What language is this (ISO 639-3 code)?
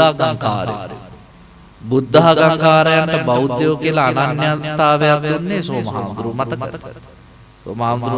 sin